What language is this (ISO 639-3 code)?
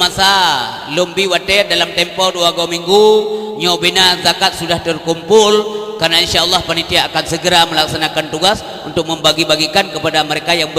ace